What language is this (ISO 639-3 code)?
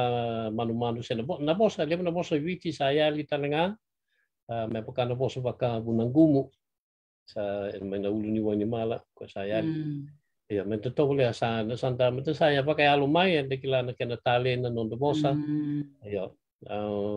fij